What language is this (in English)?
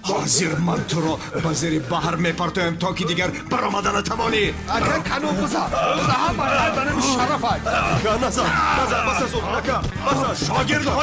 Tajik